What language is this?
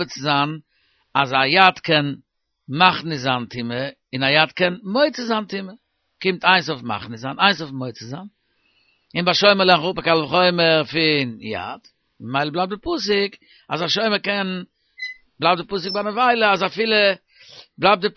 Yiddish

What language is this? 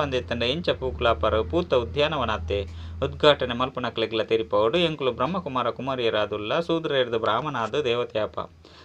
Tulu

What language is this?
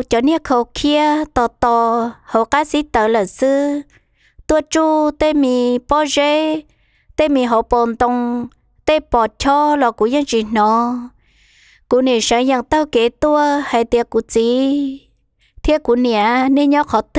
Hmong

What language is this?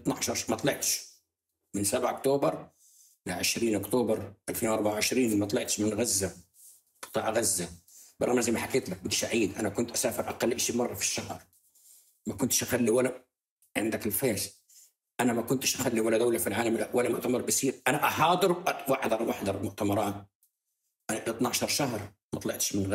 North Levantine Arabic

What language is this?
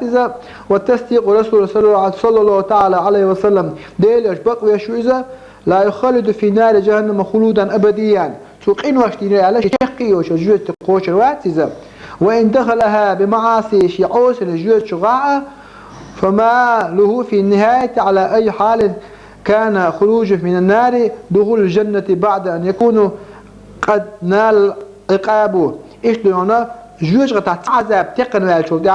Chechen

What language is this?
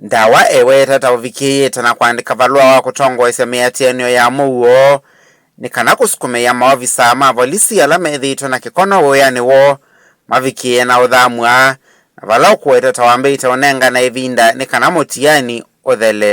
Kamba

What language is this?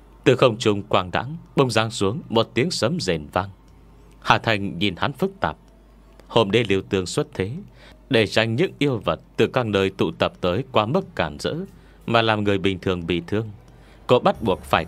Vietnamese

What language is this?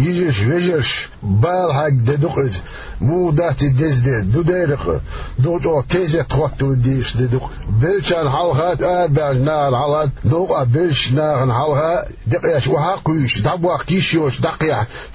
Chechen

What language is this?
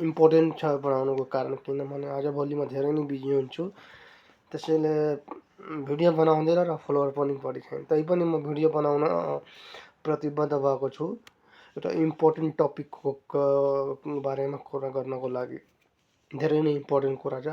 Nepali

